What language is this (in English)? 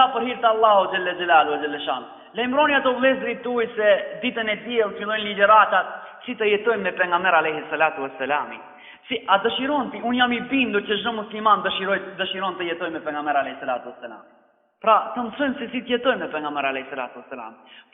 Albanian